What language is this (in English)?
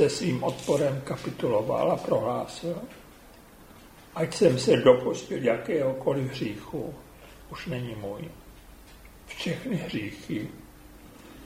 Czech